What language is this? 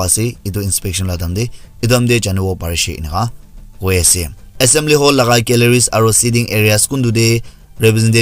Naga Pidgin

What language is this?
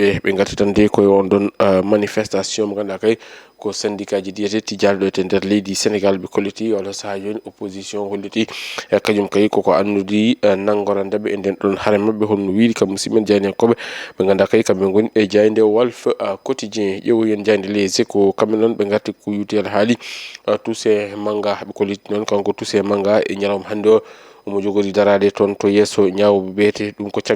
Fula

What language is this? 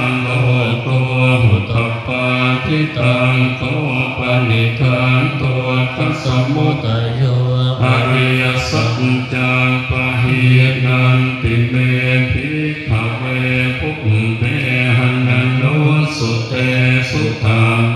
Pali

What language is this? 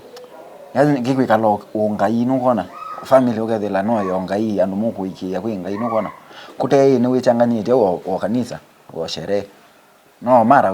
Kamba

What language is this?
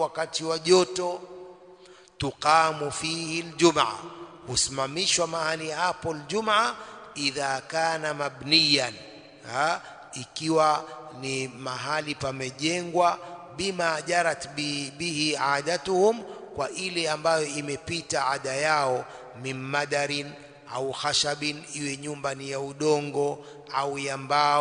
Swahili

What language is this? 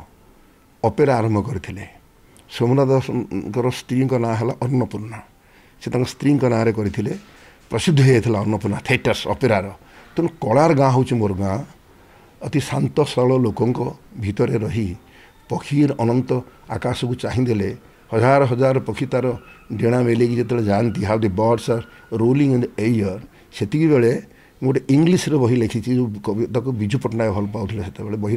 Odia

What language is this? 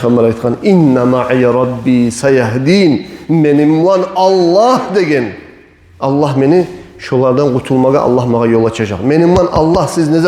Kumyk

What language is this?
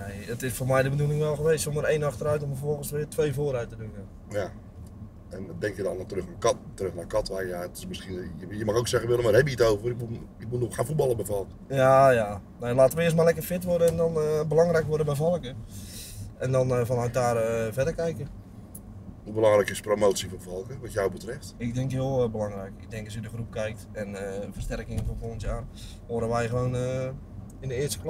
Dutch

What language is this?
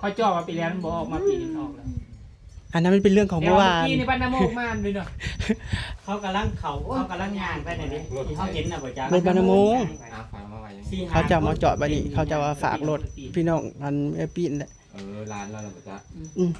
Northeastern Thai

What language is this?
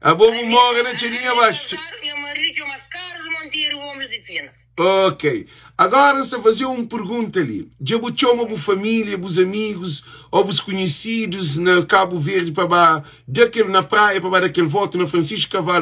Kabuverdianu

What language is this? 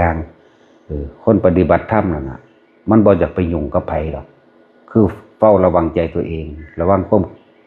Northeastern Thai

